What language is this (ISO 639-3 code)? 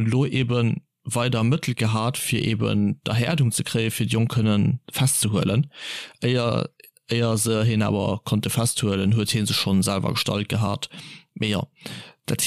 ltz